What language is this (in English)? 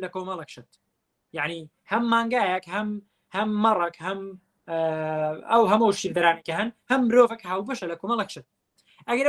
Central Kurdish